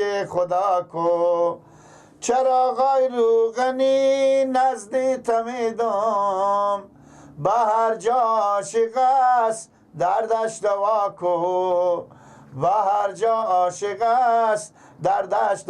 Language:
Persian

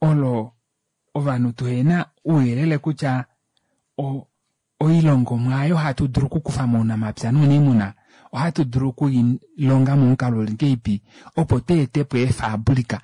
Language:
Kuanyama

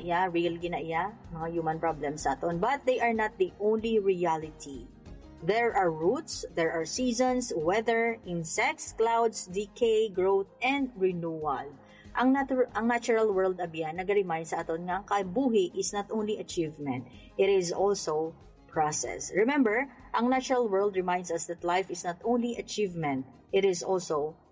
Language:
Hiligaynon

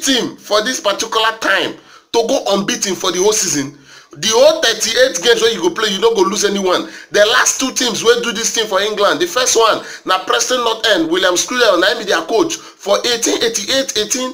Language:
Nigerian Pidgin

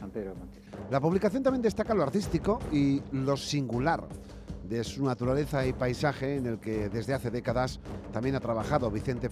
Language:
Spanish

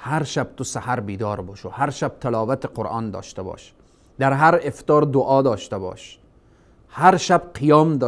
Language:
Persian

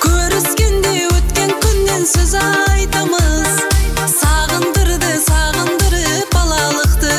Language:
Kara-Kalpak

